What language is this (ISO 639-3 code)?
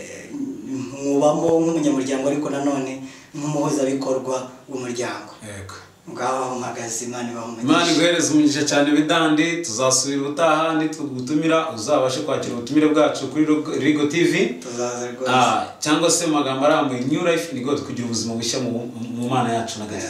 kin